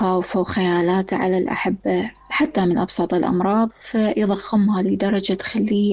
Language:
Mesopotamian Arabic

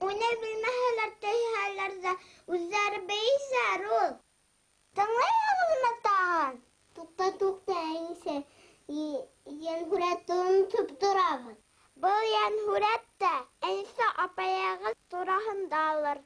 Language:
Bashkir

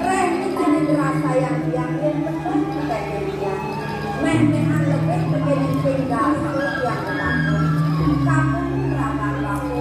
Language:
Balinese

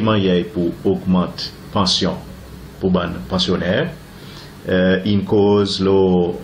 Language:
Seselwa Creole French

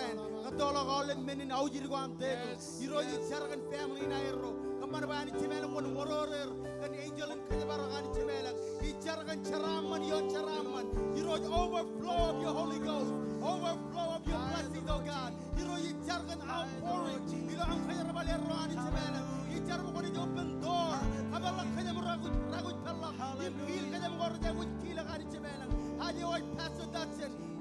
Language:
Marshallese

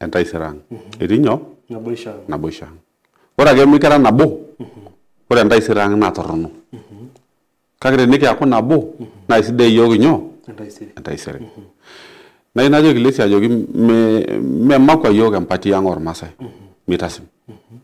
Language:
Masai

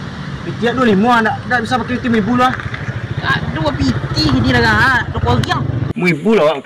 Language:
Minangkabau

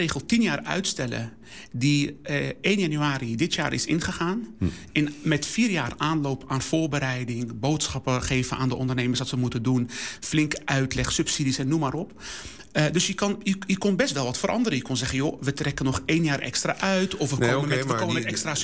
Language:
Dutch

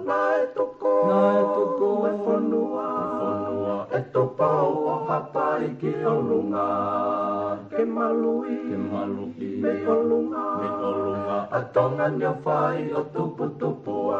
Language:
Tongan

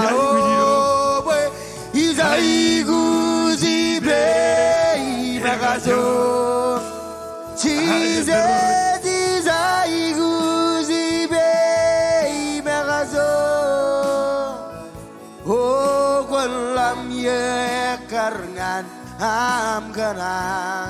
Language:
Marshallese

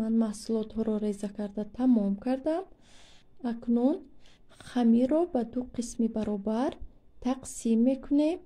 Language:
Tajik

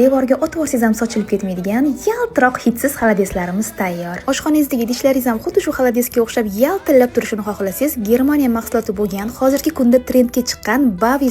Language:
Uzbek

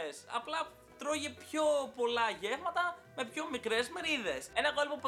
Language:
Greek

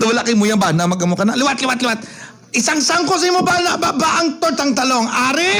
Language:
Hiligaynon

